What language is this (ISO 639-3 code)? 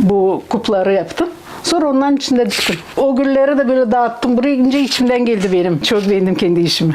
gag